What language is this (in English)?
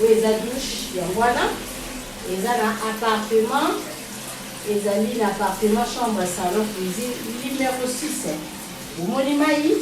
Lingala